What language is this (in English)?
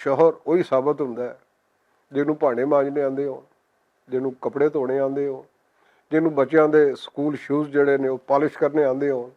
Western Panjabi